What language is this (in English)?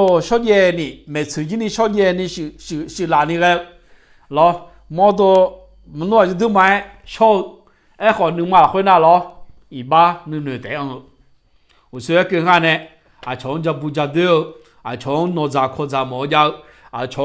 Akha